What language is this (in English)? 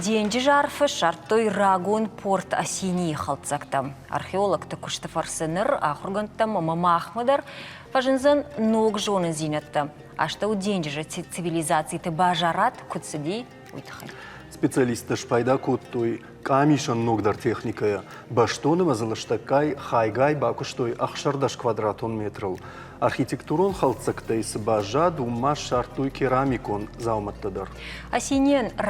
Ossetic